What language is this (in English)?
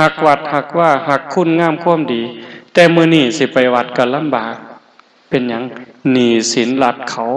Lao